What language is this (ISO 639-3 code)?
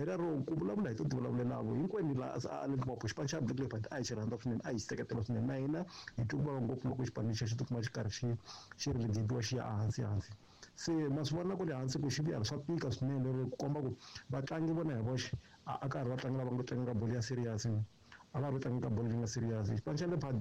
tso